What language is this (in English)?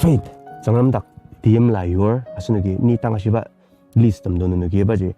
Ao Naga